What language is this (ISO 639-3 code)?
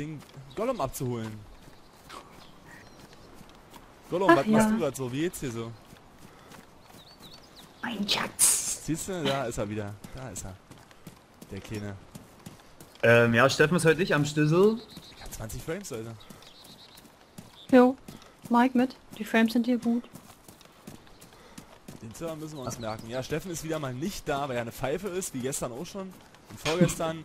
deu